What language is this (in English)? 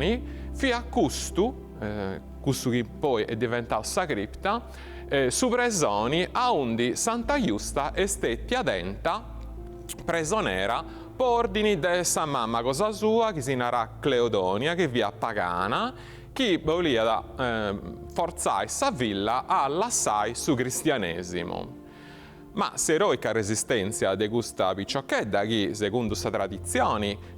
Sardinian